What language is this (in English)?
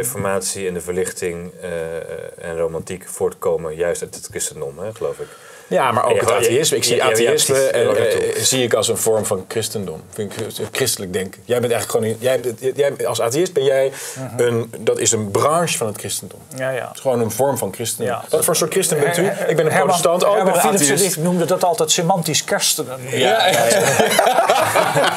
Dutch